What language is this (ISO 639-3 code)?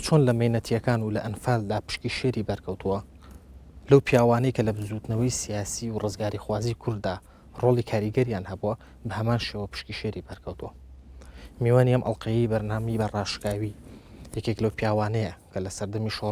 ckb